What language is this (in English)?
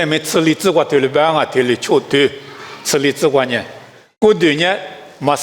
Lisu